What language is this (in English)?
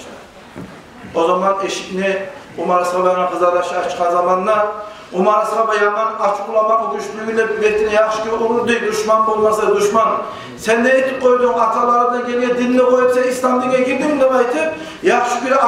Kumyk